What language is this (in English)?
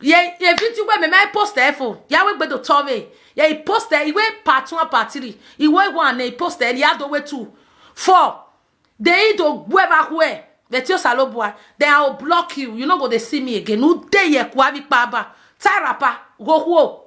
Nigerian Pidgin